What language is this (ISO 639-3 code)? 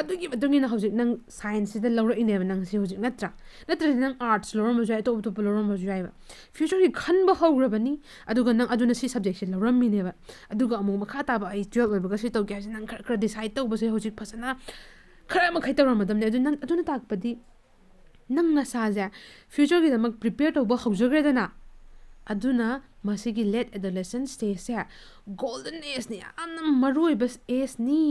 mni